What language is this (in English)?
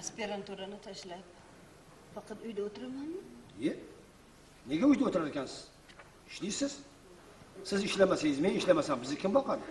Uzbek